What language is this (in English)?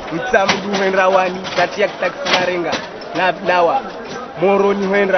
Ngazidja Comorian